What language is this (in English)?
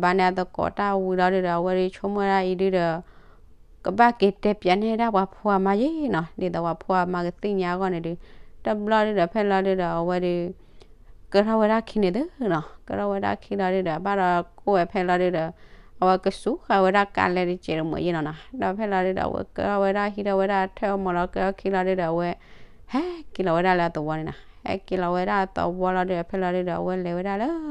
S'gaw Karen